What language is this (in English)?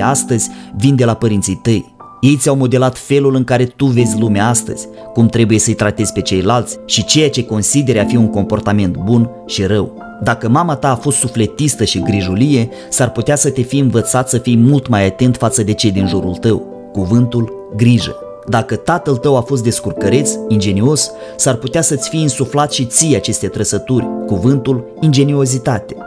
Romanian